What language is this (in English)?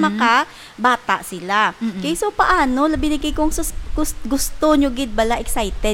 Hiligaynon